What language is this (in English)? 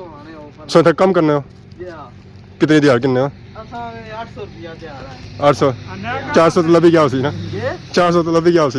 Pahari-Potwari